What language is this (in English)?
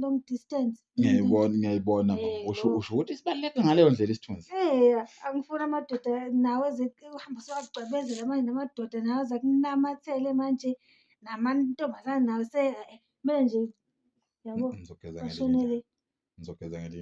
Zulu